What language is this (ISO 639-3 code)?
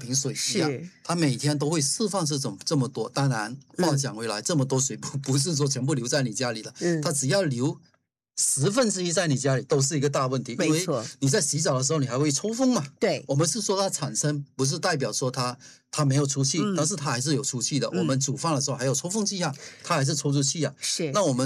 zho